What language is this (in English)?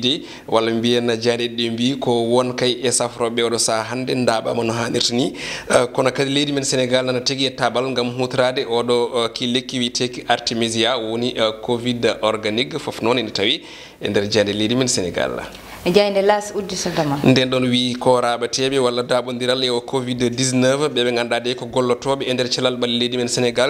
Fula